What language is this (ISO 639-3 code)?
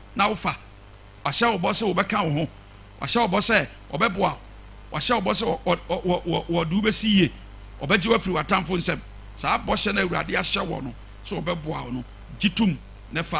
aka